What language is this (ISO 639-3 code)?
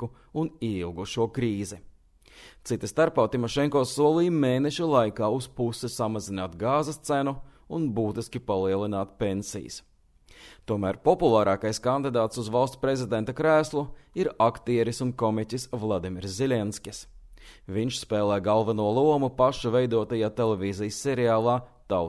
lav